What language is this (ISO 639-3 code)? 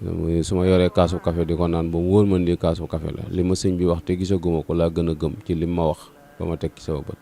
wol